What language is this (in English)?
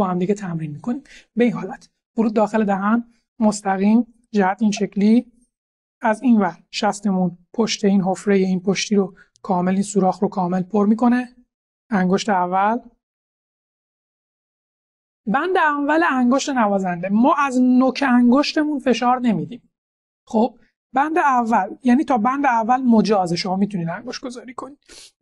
Persian